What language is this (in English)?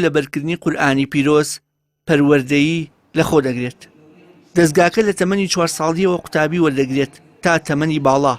Central Kurdish